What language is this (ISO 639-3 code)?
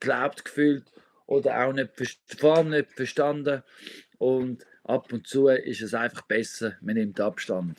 gsw